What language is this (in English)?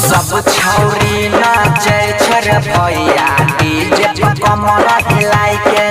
Maithili